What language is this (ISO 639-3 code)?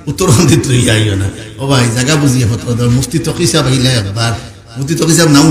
syl